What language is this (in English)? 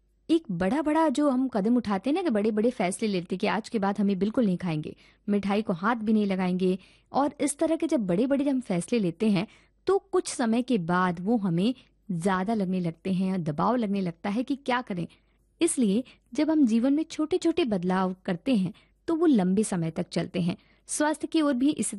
Hindi